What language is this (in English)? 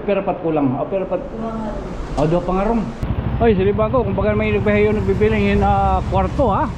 Waray